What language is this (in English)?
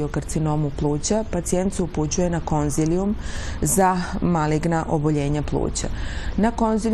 Serbian